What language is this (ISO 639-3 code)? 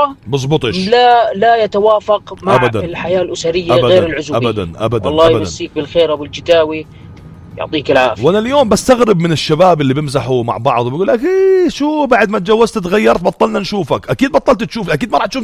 apc